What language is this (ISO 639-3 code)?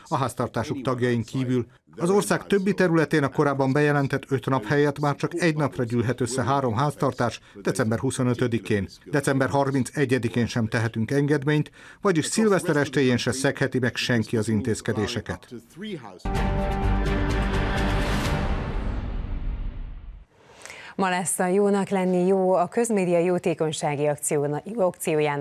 hun